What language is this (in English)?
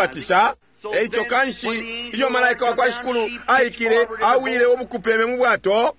Bemba